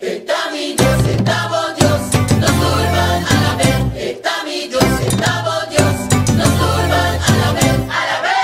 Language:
Papiamento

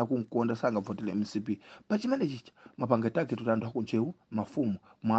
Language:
Nyanja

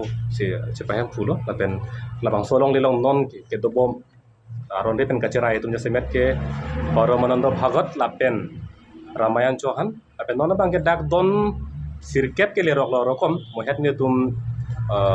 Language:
Karbi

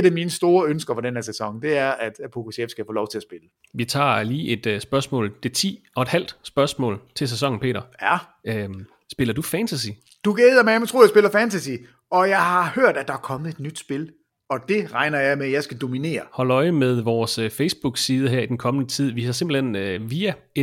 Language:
Danish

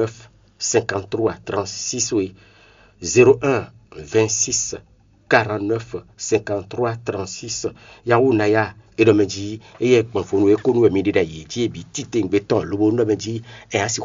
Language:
Fon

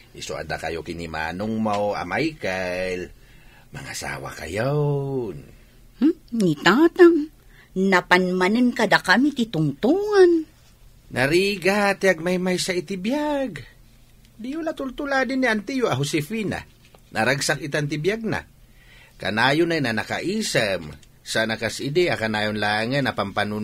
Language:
Iloko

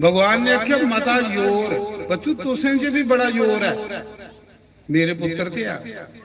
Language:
Dogri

